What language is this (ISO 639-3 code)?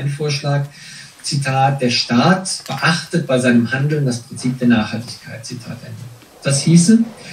deu